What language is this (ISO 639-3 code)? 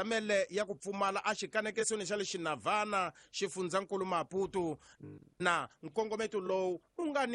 tso